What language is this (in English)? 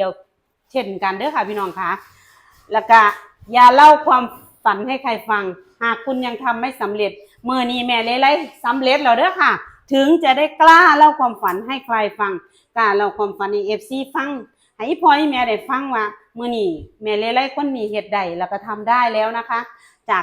Northeastern Thai